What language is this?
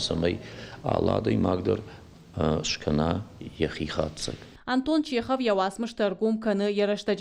Ossetic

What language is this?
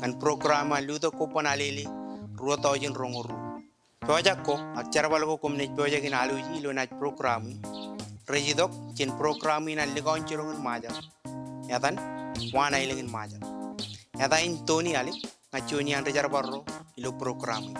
Marshallese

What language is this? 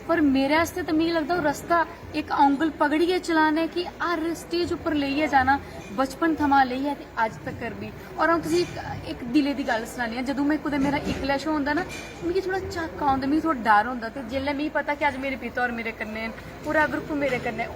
Dogri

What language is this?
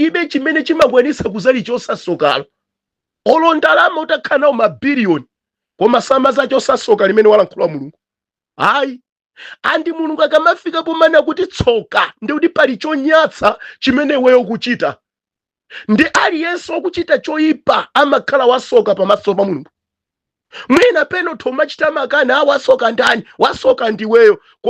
Nyanja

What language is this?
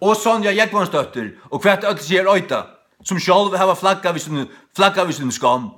Faroese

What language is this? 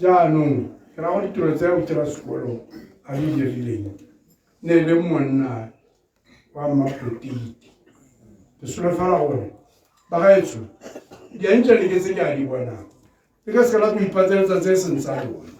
Tswana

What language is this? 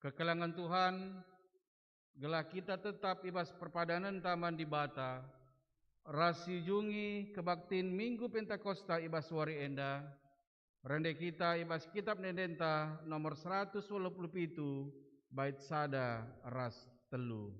Batak Karo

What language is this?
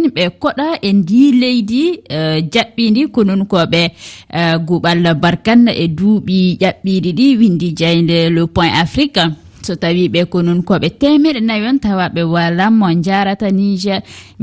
Fula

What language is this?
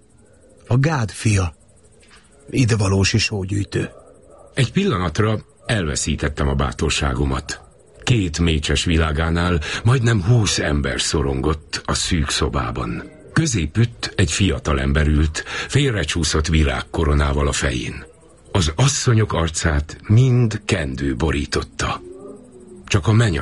Hungarian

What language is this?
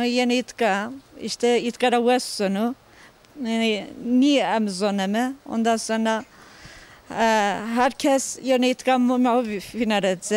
Zaza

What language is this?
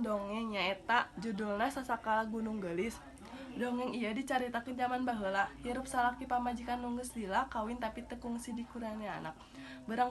Sundanese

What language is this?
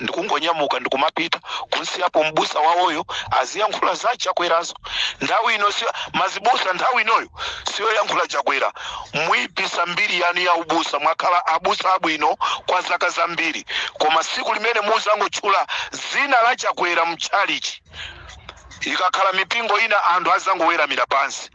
Nyanja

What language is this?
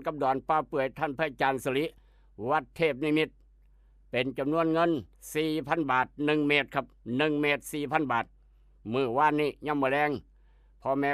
Northeastern Thai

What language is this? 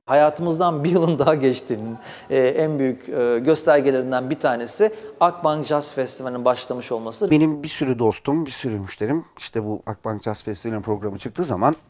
Turkish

